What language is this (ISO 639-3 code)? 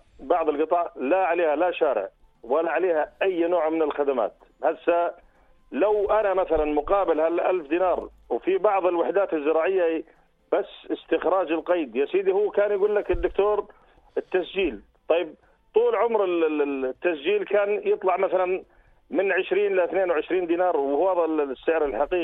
apc